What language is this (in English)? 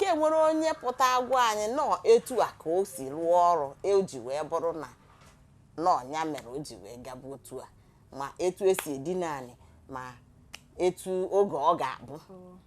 Igbo